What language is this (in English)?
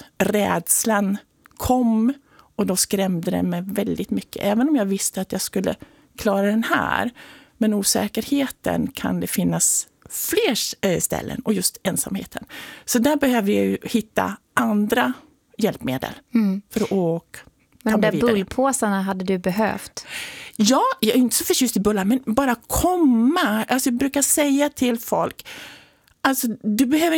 Swedish